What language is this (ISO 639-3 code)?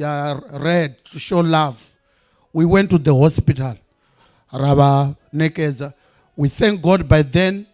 ven